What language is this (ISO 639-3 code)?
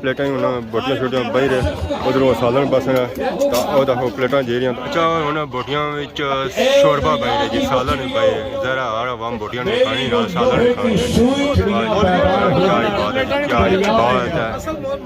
phr